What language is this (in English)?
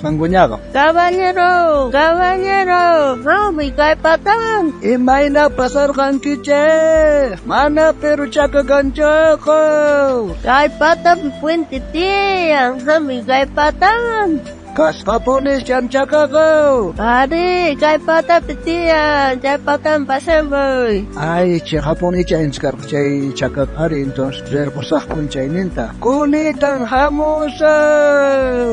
South Bolivian Quechua